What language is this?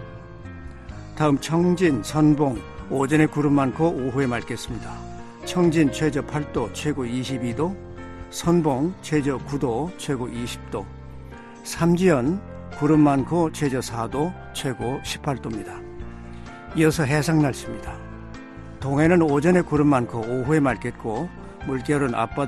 Korean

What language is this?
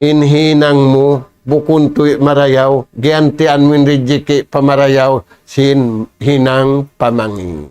Tausug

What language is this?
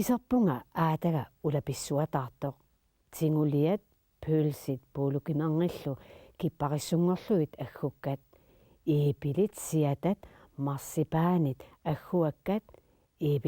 Kalaallisut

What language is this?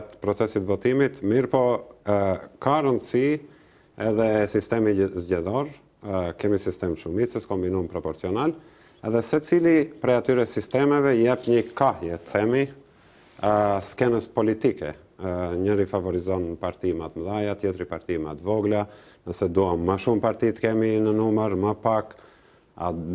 Albanian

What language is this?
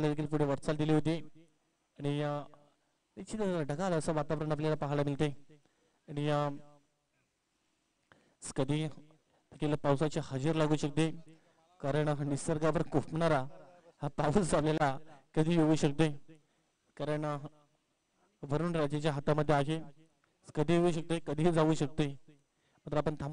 Marathi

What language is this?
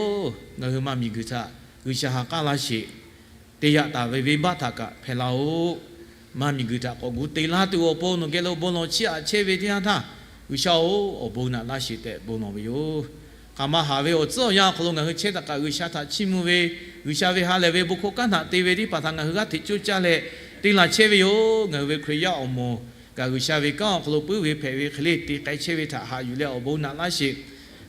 Lahu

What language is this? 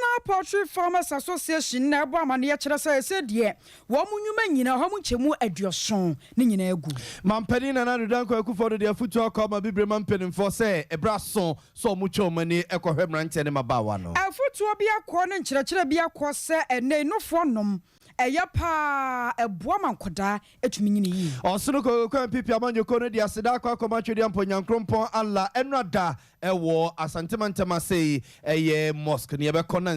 Akan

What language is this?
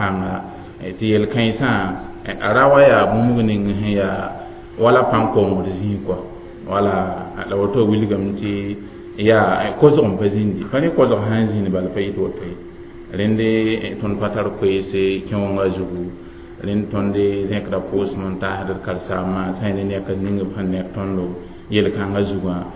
Mossi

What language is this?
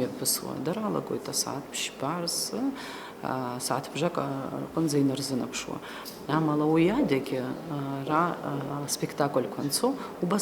Abkhazian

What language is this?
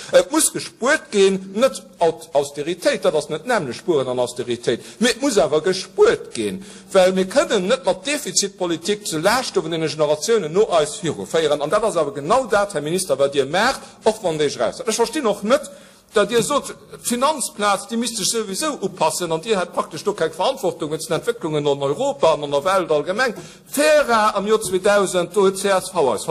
Luxembourgish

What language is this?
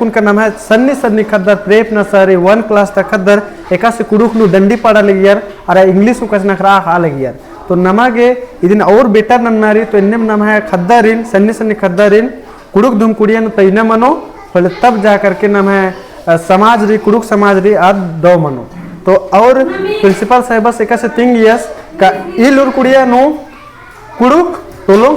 Kurukh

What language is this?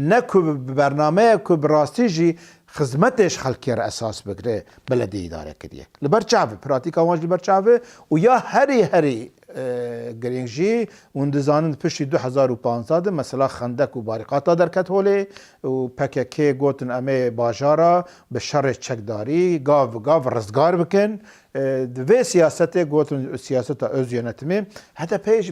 Kurdish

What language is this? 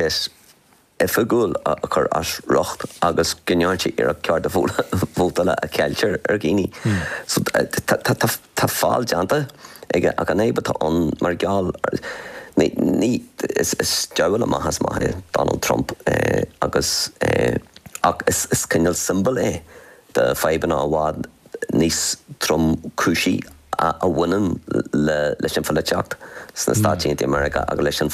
Irish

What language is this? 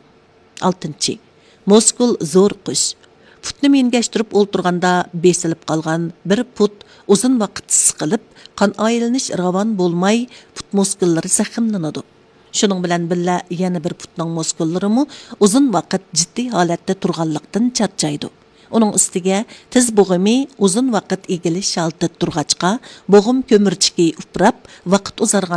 Uyghur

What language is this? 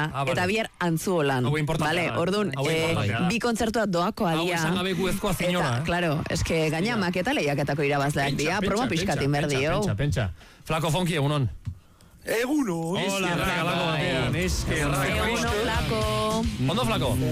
Basque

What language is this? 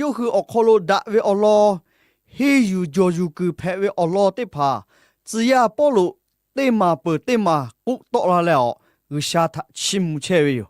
Lahu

